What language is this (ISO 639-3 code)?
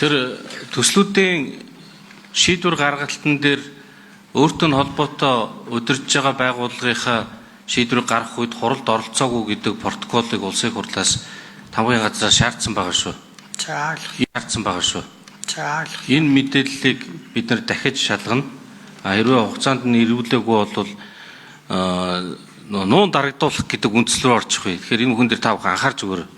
mon